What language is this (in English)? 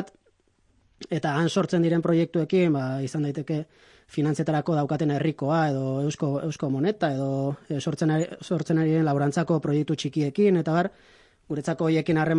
Basque